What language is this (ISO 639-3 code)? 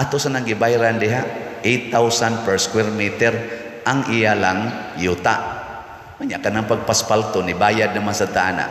ceb